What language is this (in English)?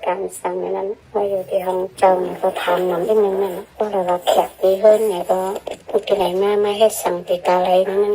Shan